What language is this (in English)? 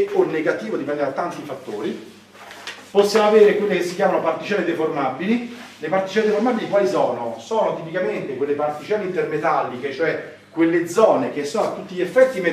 Italian